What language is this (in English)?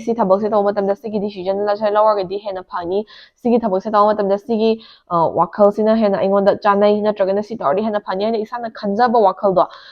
Manipuri